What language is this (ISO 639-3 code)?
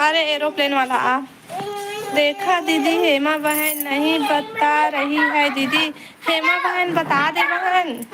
hne